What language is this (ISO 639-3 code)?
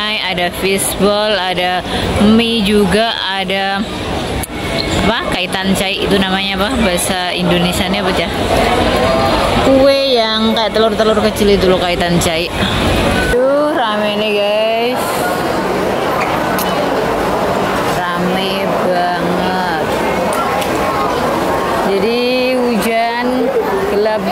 ind